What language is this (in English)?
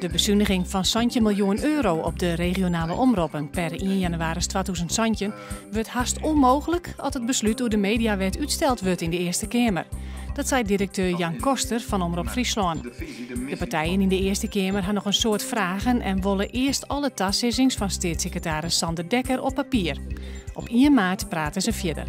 Western Frisian